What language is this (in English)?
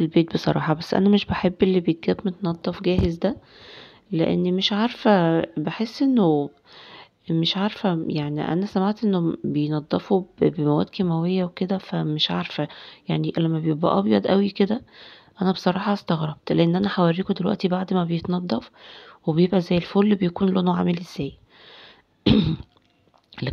Egyptian Arabic